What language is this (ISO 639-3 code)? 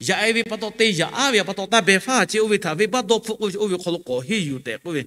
lhu